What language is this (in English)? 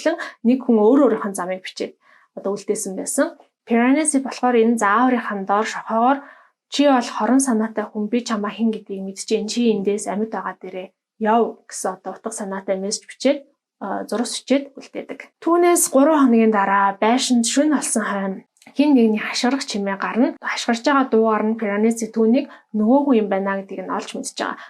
Mongolian